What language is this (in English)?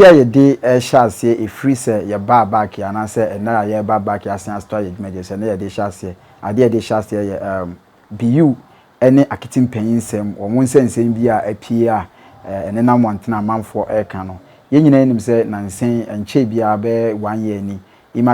Akan